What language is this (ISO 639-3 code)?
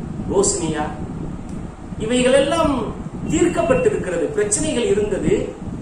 tam